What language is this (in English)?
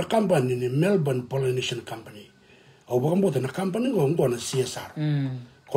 Fijian